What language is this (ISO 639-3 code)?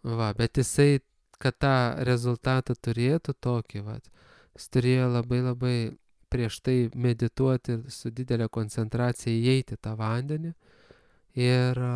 lit